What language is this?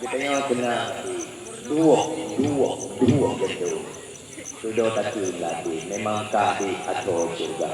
Achinese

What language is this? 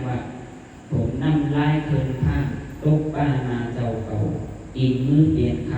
Shan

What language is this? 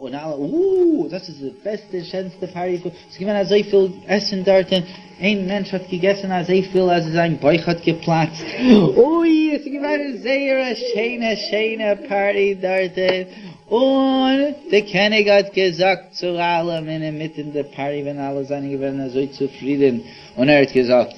Yiddish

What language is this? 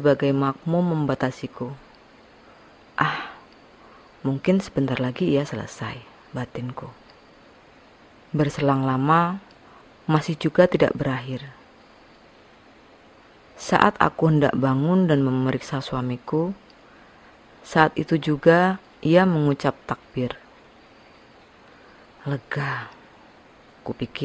Indonesian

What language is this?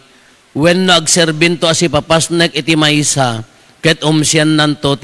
Iloko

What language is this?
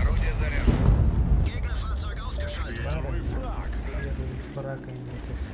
Yakut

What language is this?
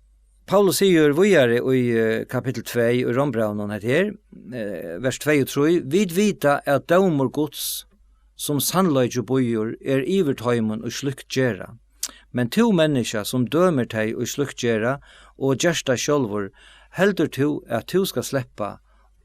Faroese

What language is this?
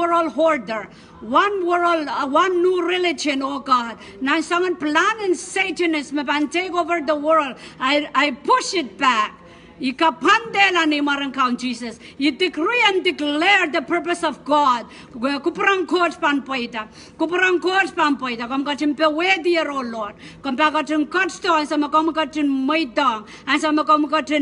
Pohnpeian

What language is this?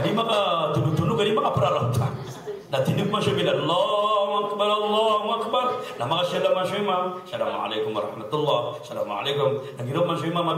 Maranao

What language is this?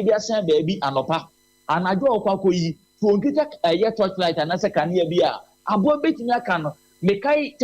Akan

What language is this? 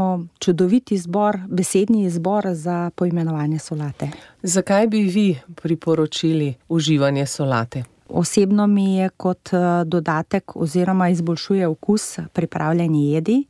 Slovenian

